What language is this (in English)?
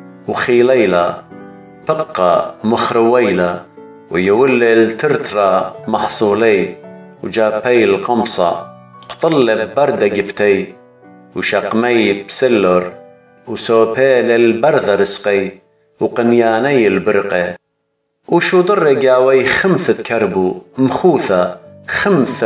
Assyrian Neo-Aramaic